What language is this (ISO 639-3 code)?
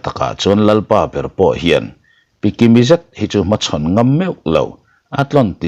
lus